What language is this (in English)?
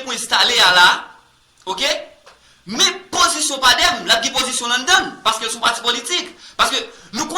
Haitian Creole